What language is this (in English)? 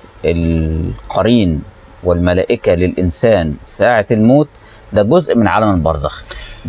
Egyptian Arabic